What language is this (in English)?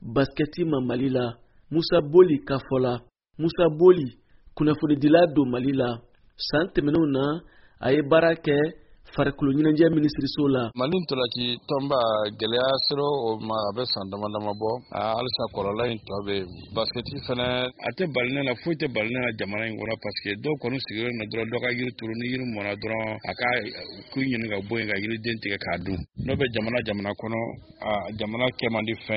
Bambara